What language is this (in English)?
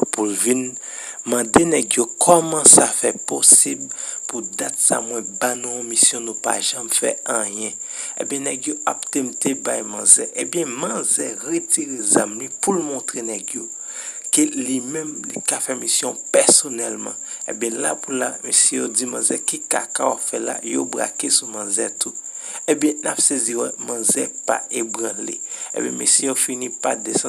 Haitian Creole